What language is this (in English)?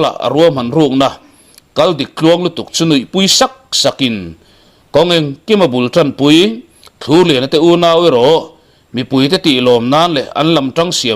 Mizo